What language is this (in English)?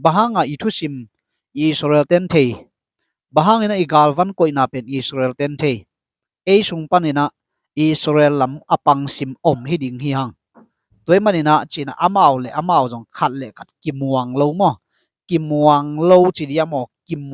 Tedim Chin